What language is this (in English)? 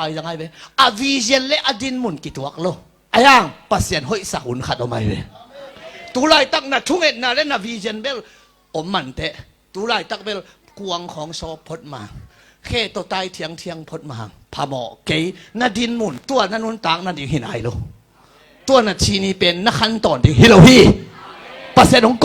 Tedim Chin